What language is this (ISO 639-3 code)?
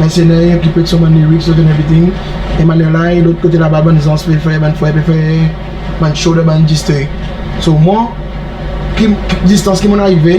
crs